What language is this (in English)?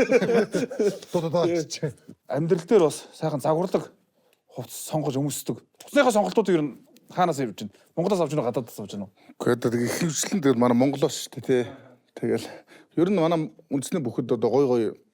Mongolian